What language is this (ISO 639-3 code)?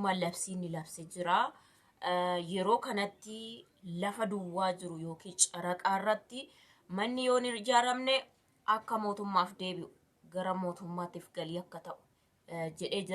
orm